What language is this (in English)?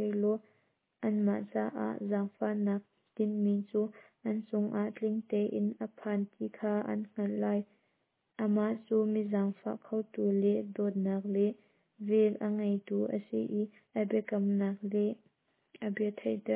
Hakha Chin